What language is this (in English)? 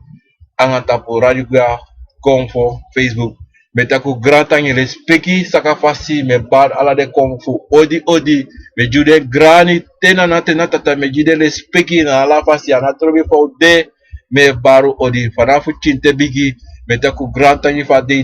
Sranan Tongo